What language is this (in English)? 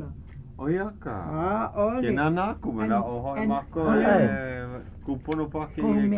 Hawaiian